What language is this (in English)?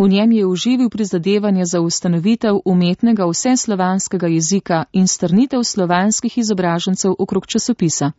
Slovenian